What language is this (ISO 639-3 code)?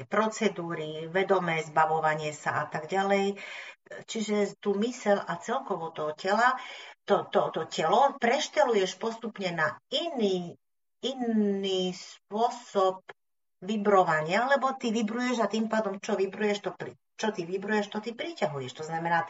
slk